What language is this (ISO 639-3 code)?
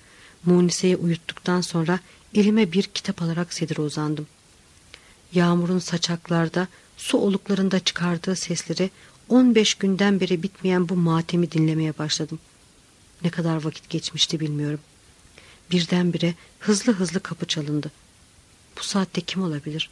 tur